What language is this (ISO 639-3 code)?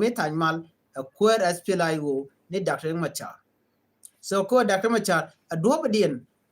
nus